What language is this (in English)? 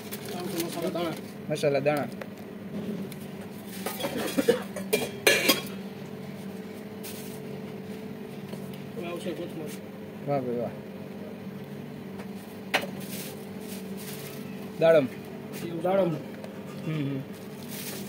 Gujarati